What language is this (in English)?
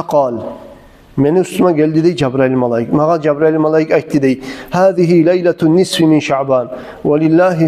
Kumyk